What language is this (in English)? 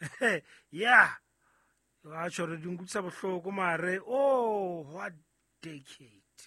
Southern Sotho